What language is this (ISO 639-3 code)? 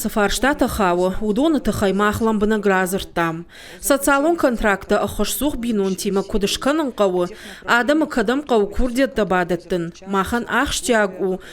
oss